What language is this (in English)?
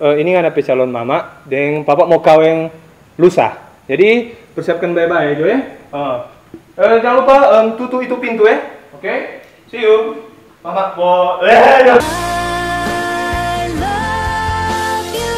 Manado Malay